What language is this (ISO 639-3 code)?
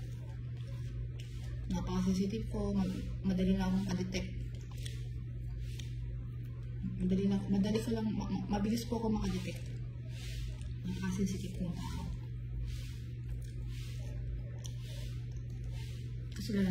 fil